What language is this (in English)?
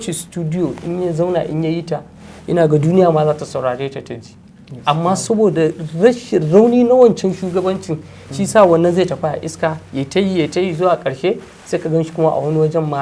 Hausa